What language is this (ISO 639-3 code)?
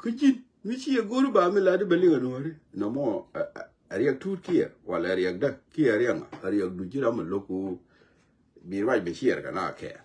nus